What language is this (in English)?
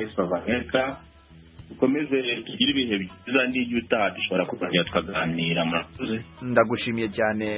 Kinyarwanda